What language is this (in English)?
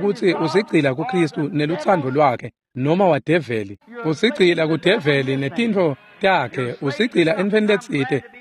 Swati